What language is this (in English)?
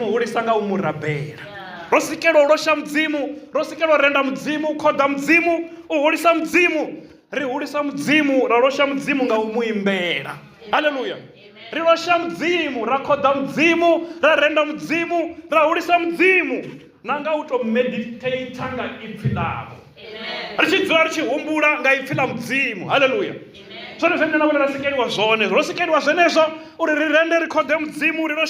Venda